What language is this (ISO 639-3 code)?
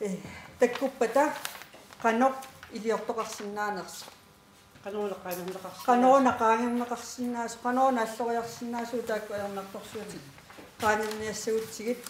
kal